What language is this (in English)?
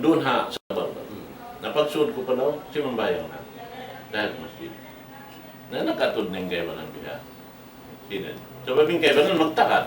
Tausug